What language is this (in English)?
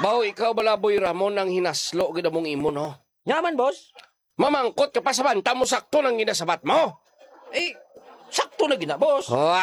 Hiligaynon